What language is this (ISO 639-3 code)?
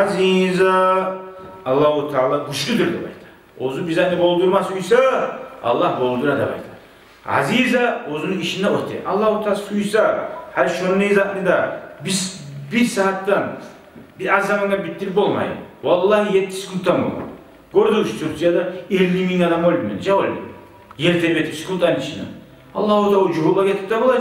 kum